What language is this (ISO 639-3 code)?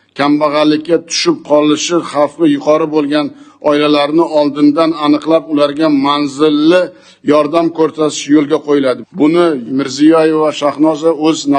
uzb